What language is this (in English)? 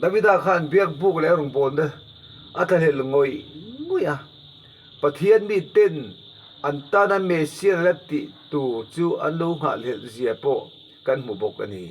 Mizo